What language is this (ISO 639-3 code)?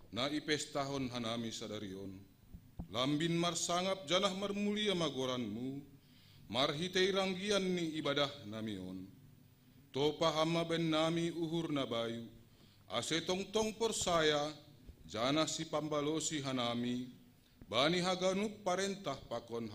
bts